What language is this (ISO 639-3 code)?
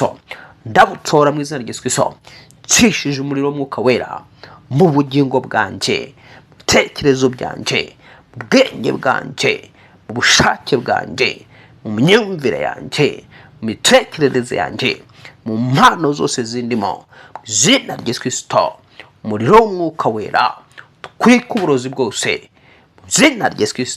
kin